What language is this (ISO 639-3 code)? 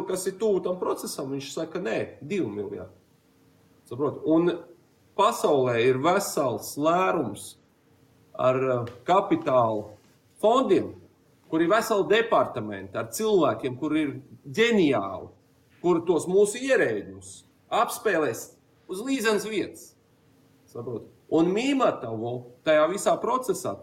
lav